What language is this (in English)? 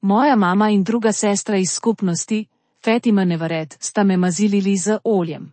Slovenian